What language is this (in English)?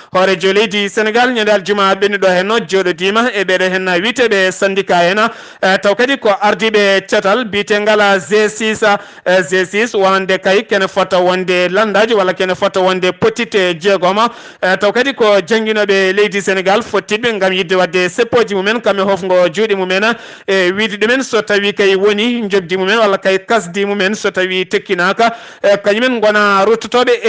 Fula